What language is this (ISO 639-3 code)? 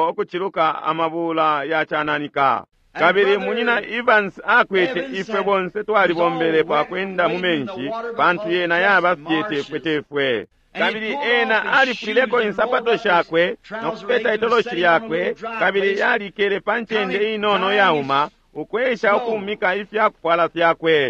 bem